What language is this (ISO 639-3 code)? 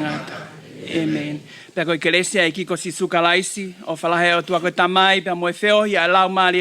ton